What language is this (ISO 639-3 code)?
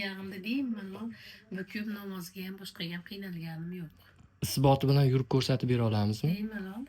uzb